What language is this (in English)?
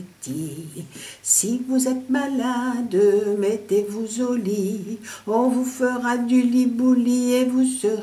Picard